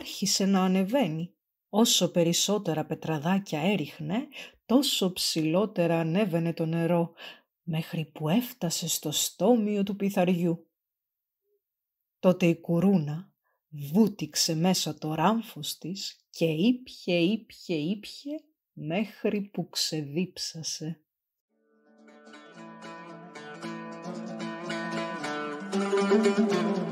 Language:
Greek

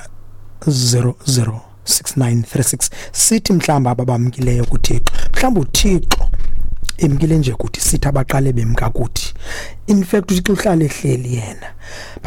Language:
Xhosa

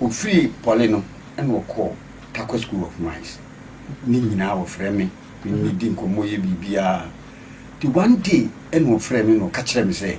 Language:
Akan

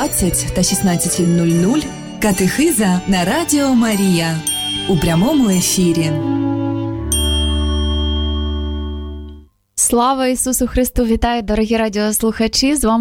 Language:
Ukrainian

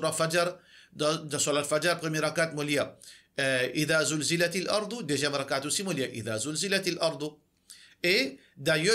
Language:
Morisyen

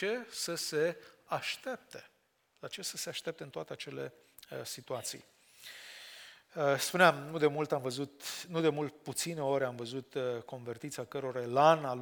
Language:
Romanian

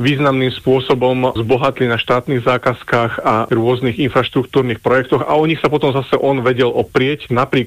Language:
Slovak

